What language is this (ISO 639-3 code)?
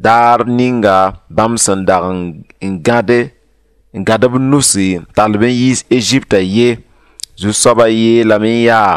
mos